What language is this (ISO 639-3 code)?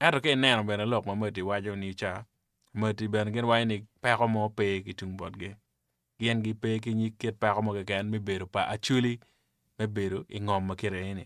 ach